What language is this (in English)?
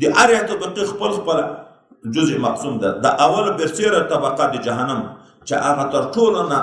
Pashto